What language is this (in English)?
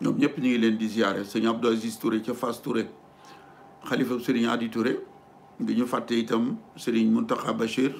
Wolof